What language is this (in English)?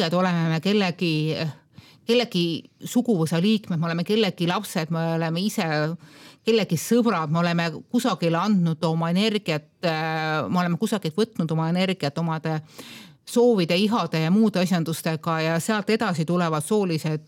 Estonian